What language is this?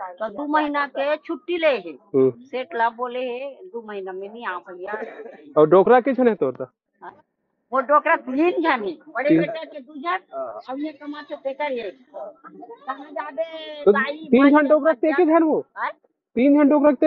Chhattisgarhi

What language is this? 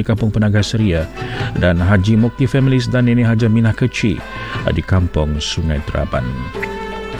Malay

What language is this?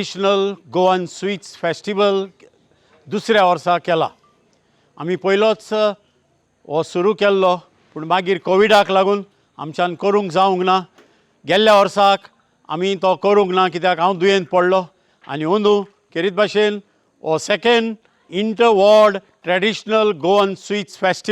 Konkani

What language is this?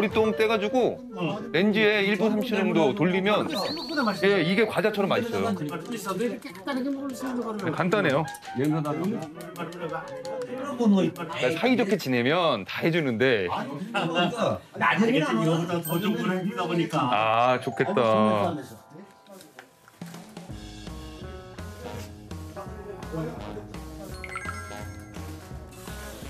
Korean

